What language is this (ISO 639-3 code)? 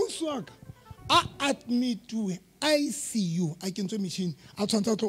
sot